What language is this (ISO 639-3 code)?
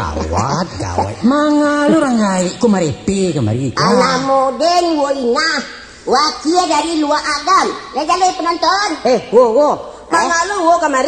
min